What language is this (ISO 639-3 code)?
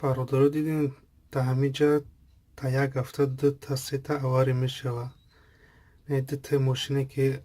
tgk